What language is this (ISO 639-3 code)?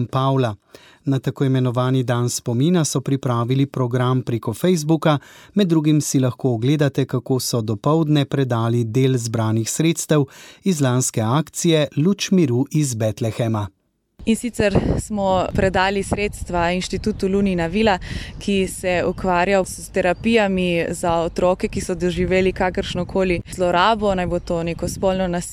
slv